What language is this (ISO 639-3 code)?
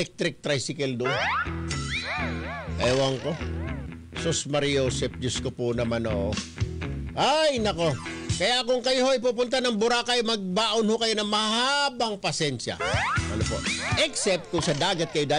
fil